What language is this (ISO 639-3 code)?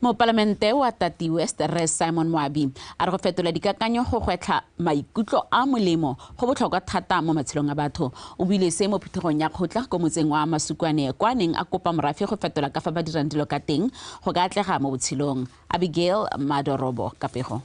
tsn